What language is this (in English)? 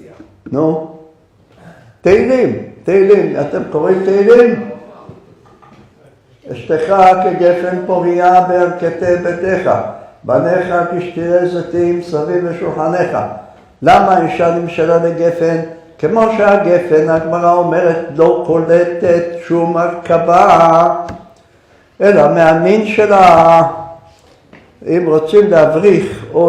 Hebrew